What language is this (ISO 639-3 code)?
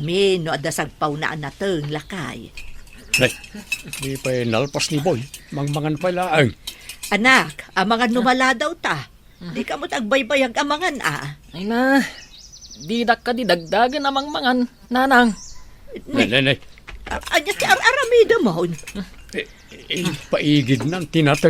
ilo